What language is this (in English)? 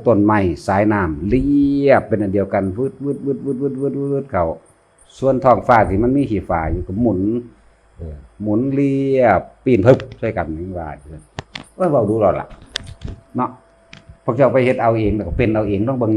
Northeastern Thai